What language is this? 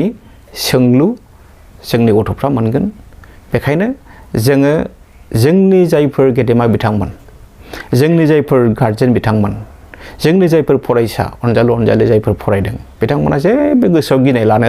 Bodo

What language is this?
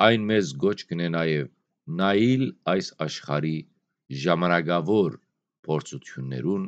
Western Armenian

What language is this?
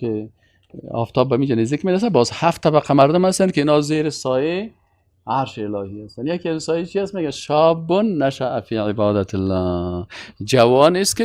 Persian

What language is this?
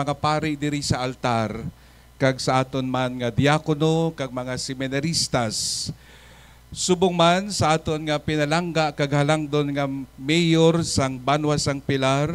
Hiligaynon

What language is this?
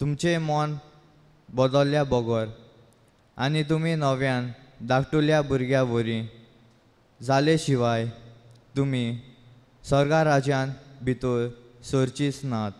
Konkani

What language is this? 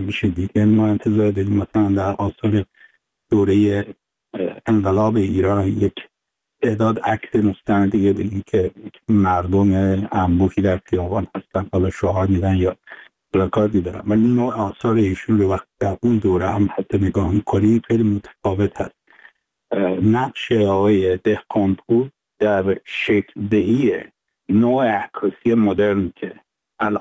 Persian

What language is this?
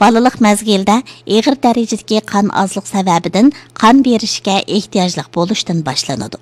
Uyghur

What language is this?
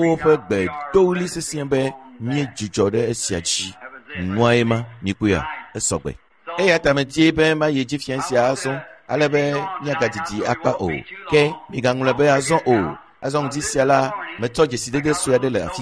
Ewe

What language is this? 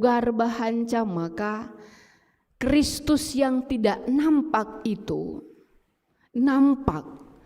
Batak Karo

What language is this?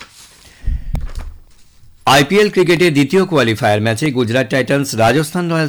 Bangla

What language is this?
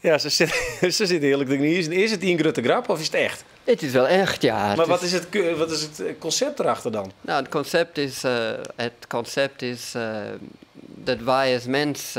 Western Frisian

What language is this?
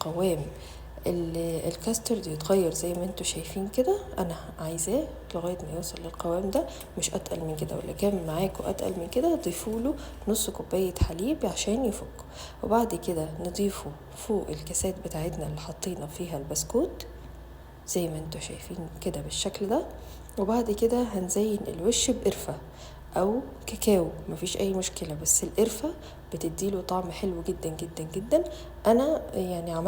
Egyptian Arabic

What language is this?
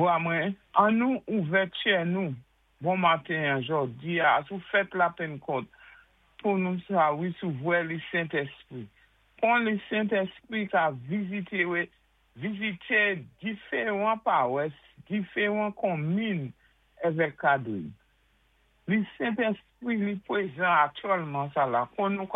Saint Lucian Creole French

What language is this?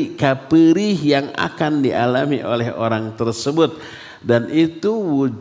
Indonesian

